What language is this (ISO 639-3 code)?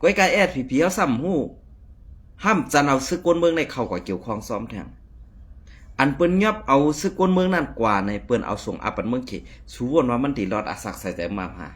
shn